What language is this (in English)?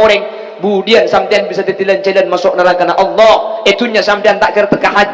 Madurese